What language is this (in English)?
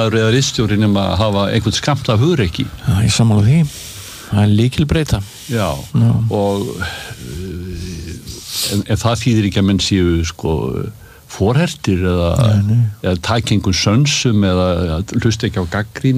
Icelandic